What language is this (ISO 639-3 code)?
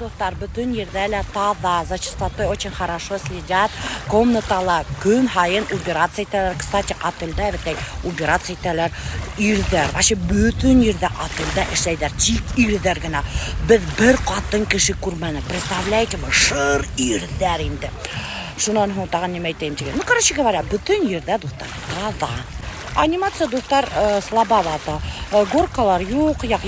bak